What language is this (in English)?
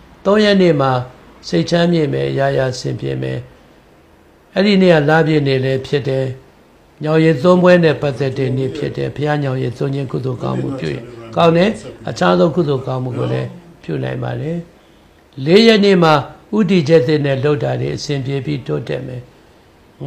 Burmese